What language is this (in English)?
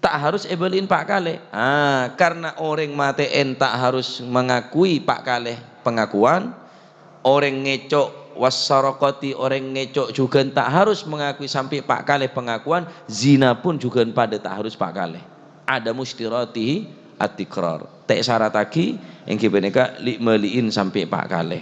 Madurese